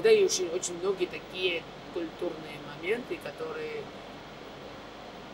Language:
Russian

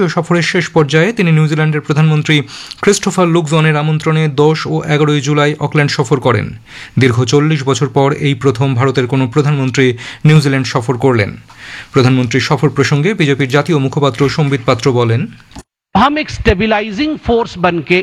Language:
Bangla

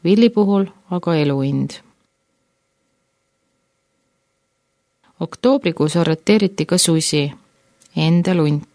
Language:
Estonian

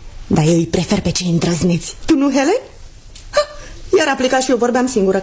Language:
Romanian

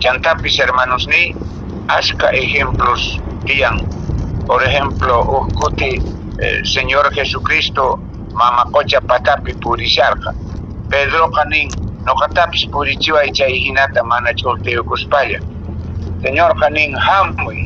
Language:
Quechua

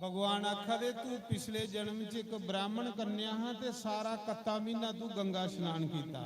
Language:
Dogri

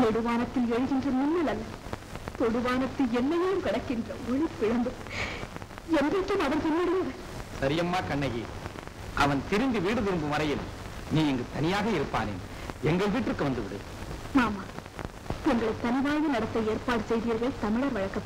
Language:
Tamil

